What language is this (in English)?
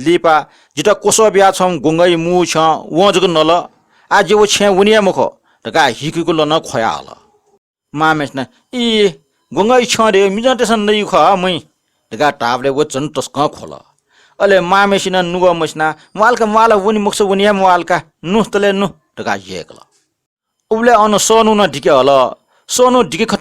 Newari